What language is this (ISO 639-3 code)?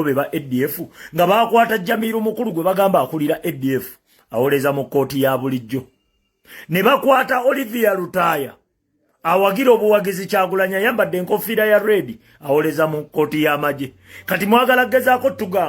lug